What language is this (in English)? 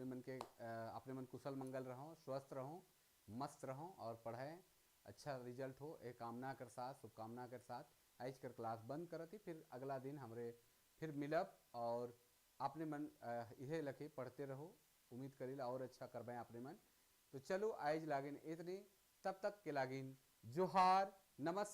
Sadri